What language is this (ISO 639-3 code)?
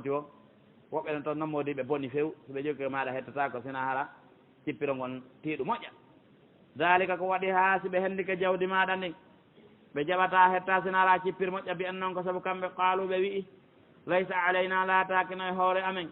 fuf